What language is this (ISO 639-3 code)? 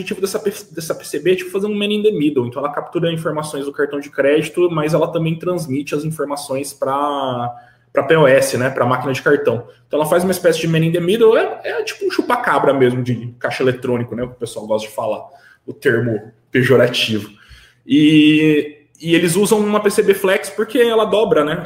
por